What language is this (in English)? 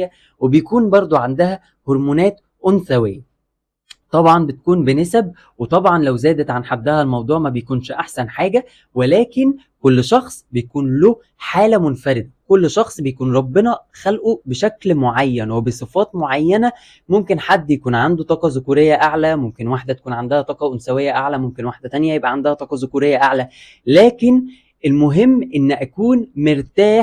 Egyptian Arabic